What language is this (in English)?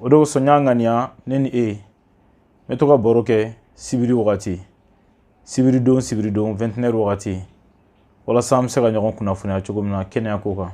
Bambara